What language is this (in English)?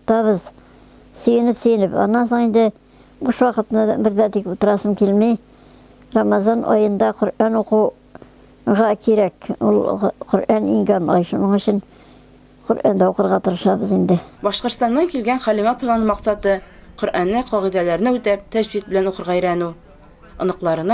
Tatar